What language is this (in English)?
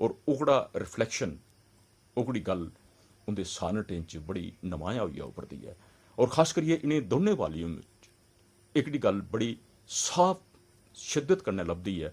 Dogri